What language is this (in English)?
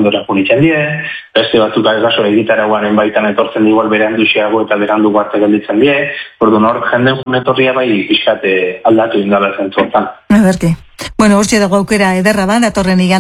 Basque